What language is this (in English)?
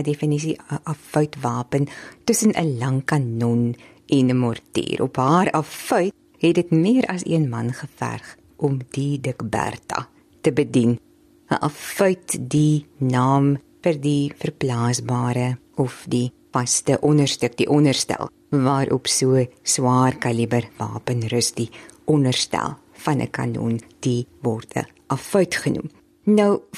Afrikaans